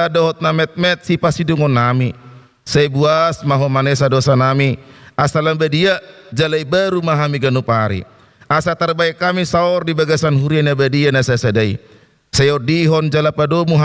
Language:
Batak Toba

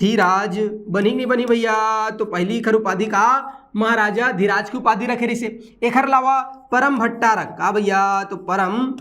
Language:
Chhattisgarhi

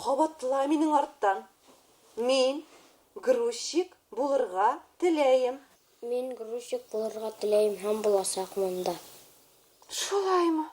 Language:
Bashkir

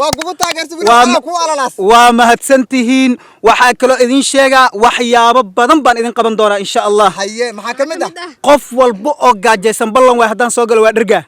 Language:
Somali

